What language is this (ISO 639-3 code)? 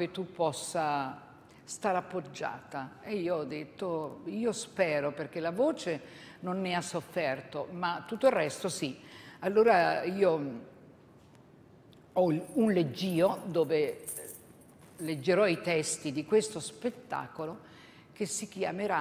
ita